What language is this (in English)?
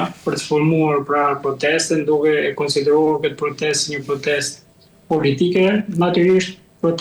Albanian